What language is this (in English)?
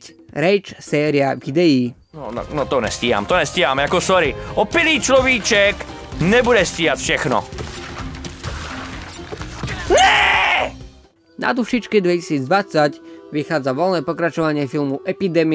Slovak